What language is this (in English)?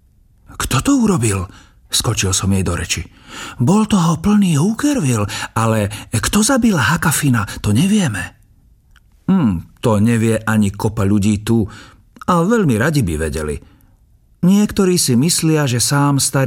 Slovak